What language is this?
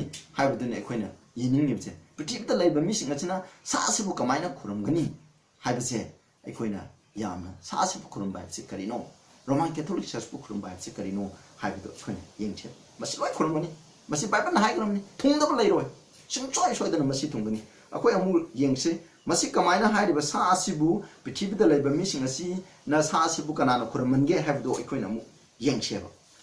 Manipuri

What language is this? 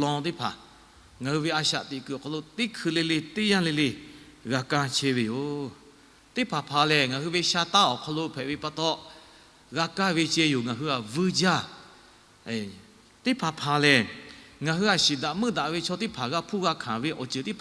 Lahu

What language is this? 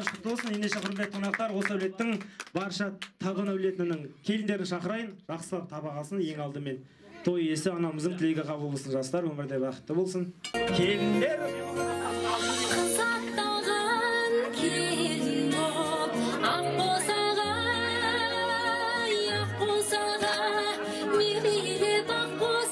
Kazakh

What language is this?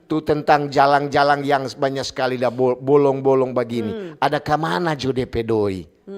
Manado Malay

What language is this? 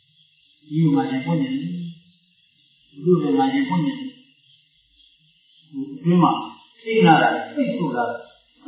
Burmese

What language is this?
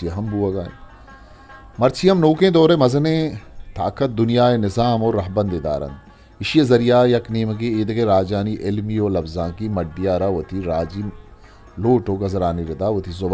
Eastern Balochi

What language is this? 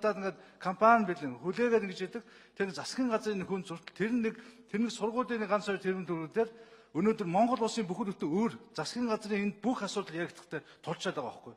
Mongolian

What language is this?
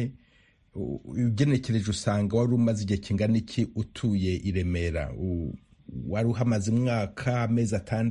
Kinyarwanda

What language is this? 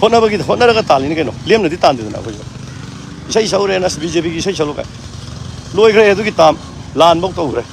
Manipuri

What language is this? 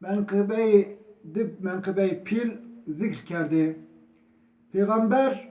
Zaza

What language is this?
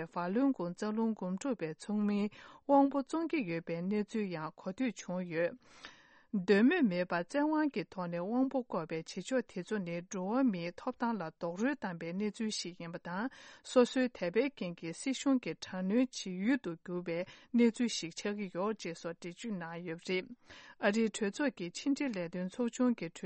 Tibetan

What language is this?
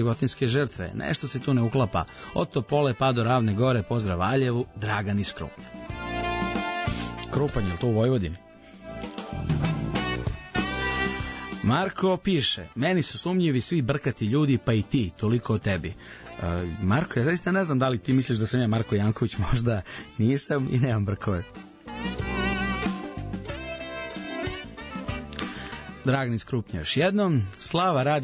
Serbian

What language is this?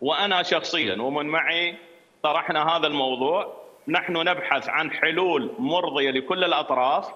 Mesopotamian Arabic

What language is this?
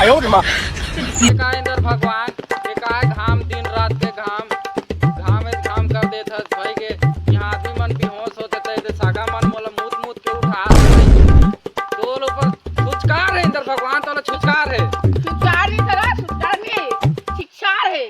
Chhattisgarhi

